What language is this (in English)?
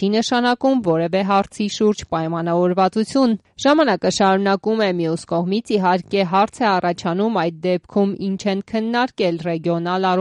Armenian